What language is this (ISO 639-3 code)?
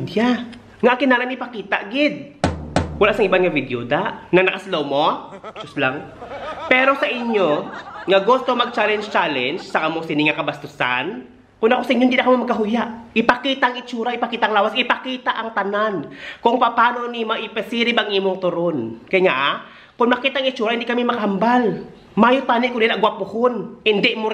hil